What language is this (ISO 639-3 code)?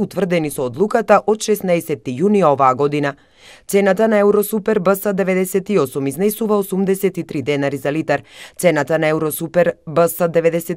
mkd